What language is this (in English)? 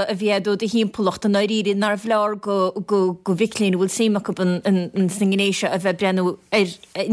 Irish